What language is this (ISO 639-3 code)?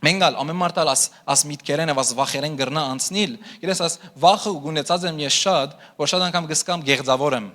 hyw